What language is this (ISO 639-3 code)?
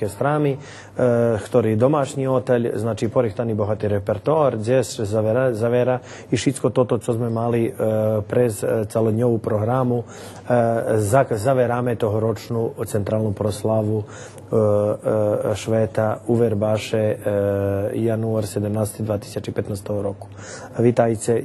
rue